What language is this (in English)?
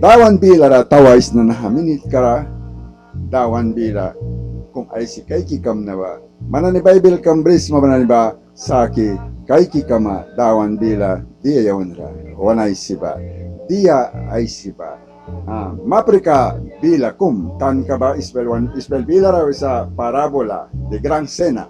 Mískito